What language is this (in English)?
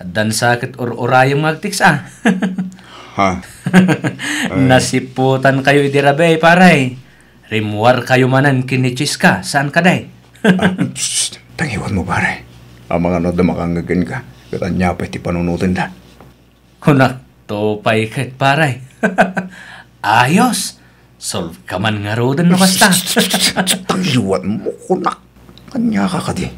Iloko